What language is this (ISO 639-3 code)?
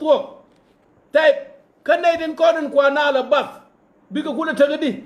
nus